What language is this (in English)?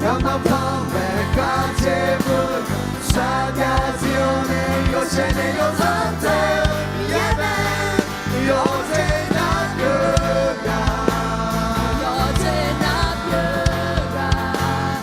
Akha